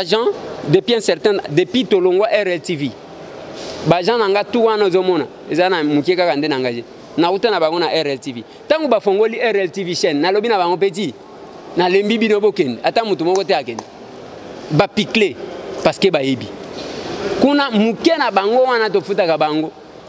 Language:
Lingala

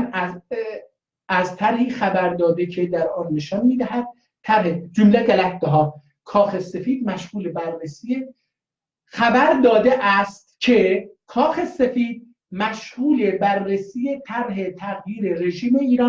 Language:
South Azerbaijani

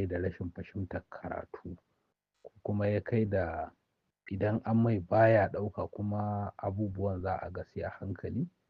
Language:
Hausa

